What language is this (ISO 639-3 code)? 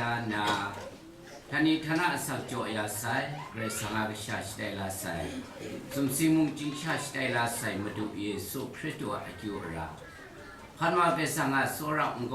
kac